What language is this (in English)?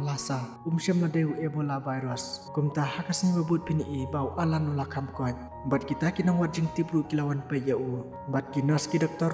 Khasi